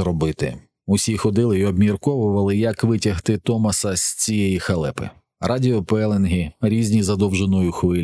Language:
Ukrainian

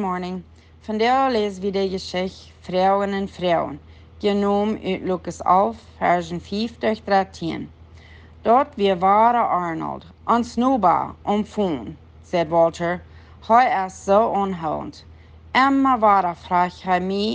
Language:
Plautdietsch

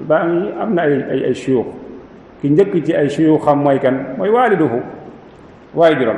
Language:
Wolof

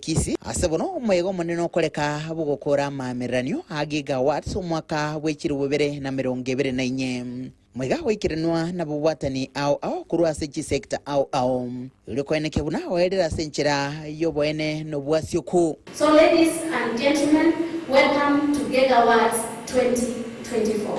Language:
Gusii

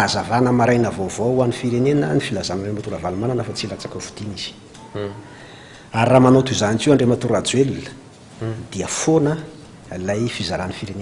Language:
Malagasy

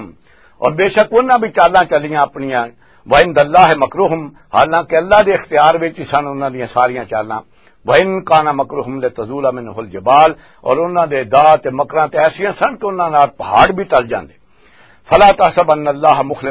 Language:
Western Panjabi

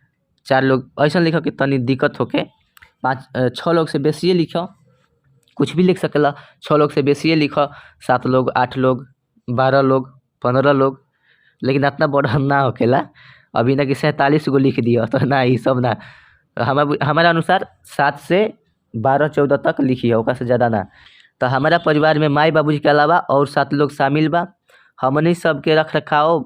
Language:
Bhojpuri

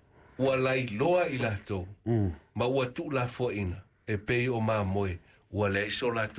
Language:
Samoan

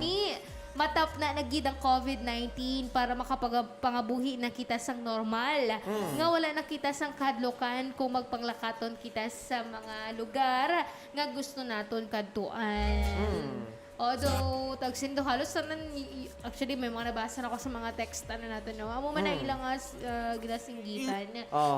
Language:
Hiligaynon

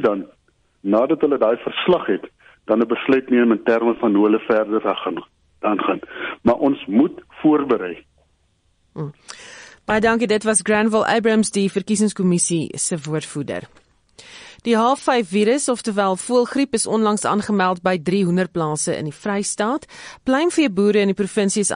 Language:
Afrikaans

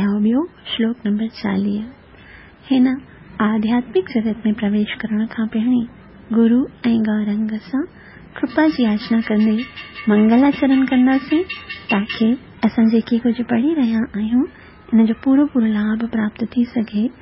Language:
Sindhi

